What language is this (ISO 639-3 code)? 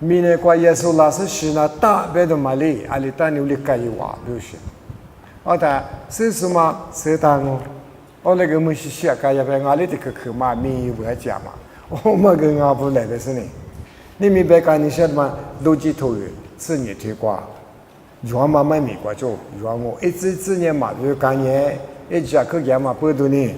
lis